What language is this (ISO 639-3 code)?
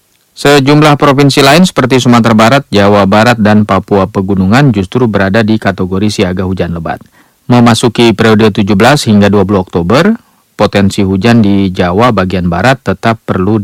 ind